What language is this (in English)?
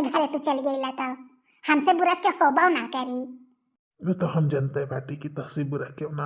Bhojpuri